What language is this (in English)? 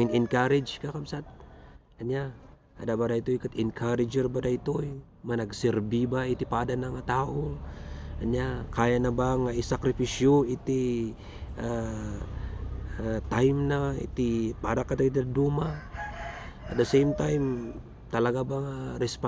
Iloko